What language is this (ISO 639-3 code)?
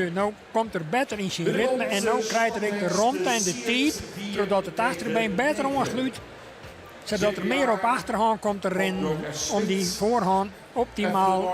fry